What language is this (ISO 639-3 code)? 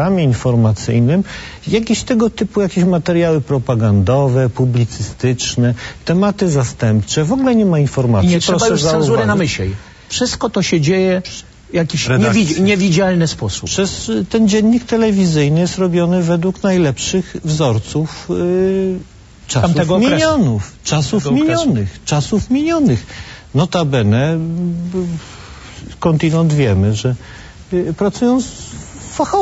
pol